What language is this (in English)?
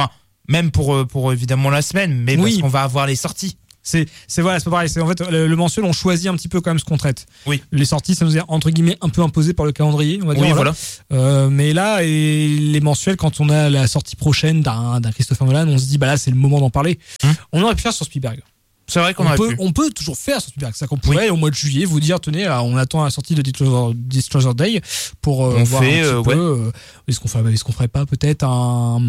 French